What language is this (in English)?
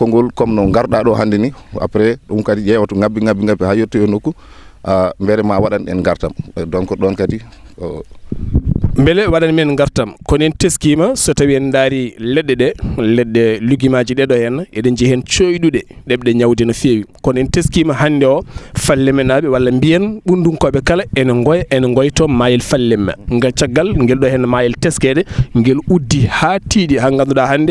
Fula